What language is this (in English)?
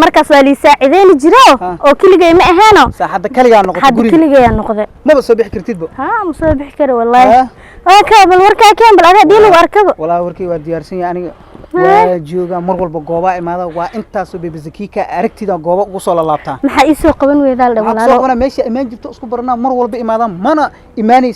Somali